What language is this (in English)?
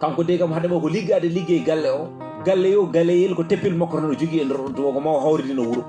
Fula